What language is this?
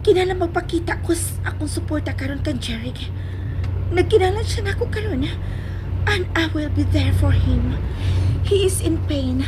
Cebuano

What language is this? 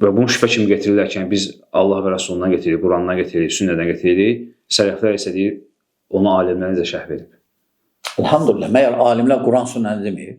Azerbaijani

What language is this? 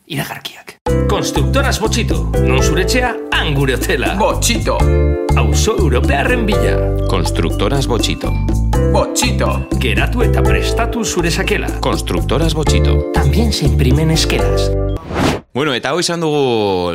Basque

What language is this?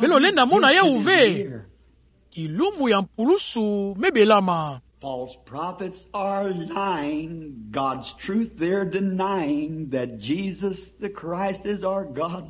Kituba (Democratic Republic of Congo)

